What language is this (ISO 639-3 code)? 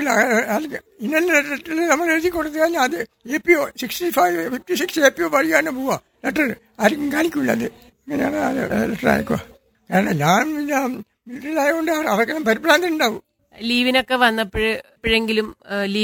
mal